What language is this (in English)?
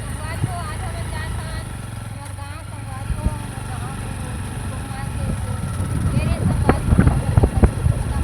Chhattisgarhi